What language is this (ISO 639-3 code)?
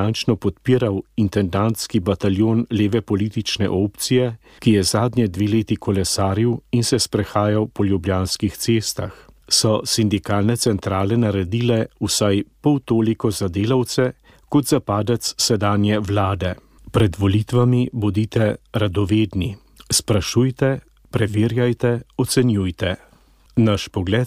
slv